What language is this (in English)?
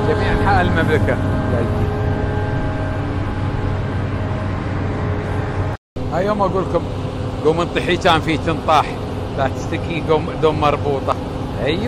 Gulf Arabic